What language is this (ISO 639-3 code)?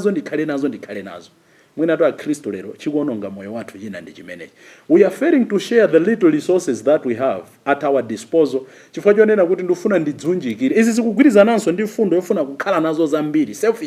nya